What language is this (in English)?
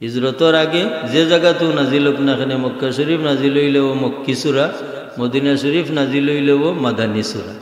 Sylheti